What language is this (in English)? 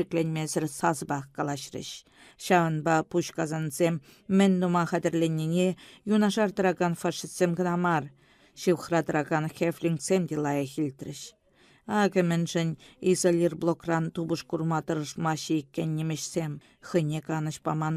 Chuvash